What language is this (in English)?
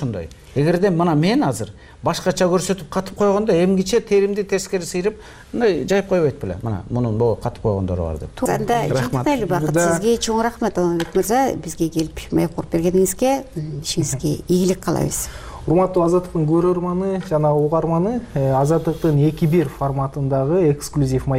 Kyrgyz